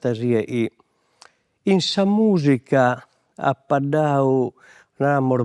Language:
Sardinian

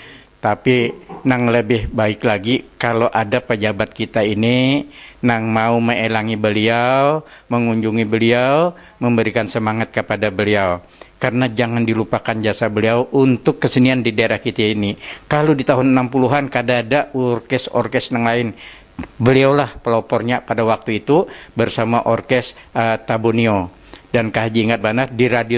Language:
Banjar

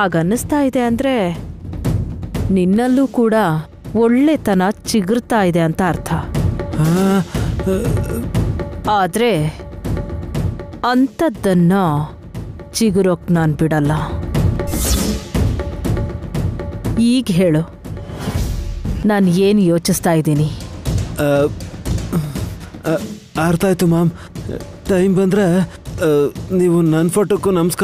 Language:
Kannada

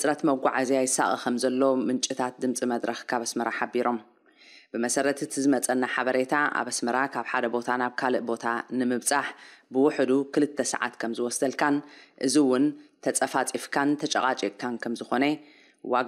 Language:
Tigrinya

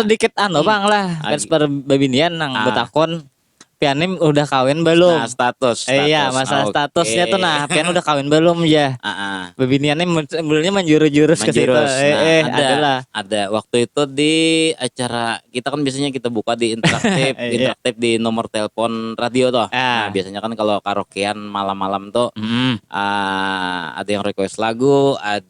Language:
Banjar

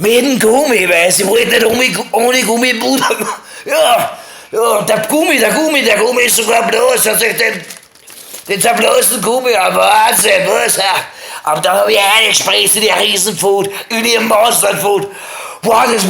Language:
Bavarian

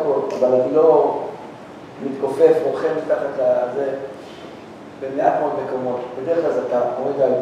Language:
Hebrew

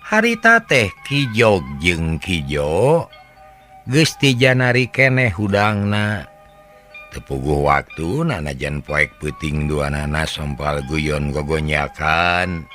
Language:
Sundanese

